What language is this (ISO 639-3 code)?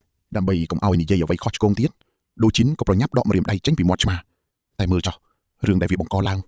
khm